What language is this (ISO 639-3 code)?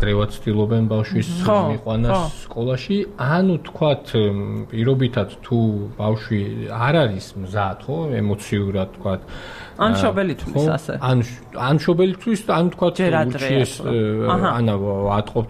kat